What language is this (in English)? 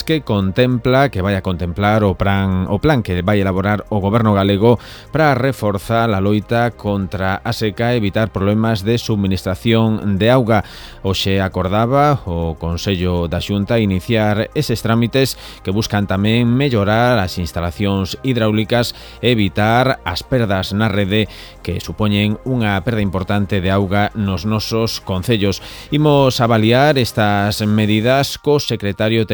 Galician